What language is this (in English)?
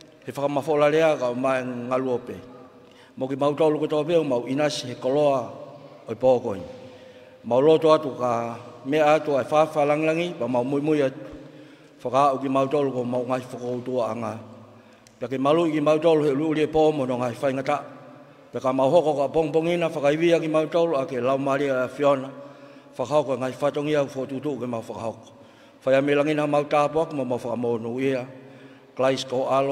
Tongan